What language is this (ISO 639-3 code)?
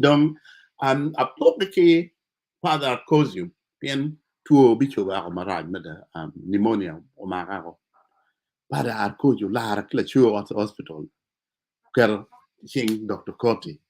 ach